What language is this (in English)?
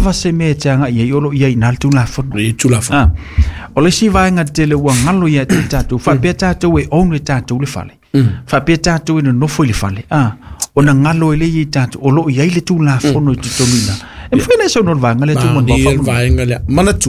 Samoan